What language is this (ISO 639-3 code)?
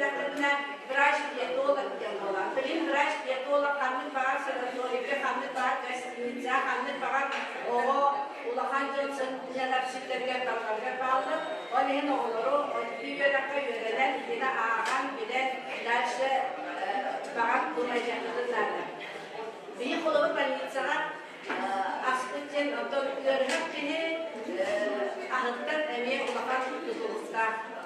sah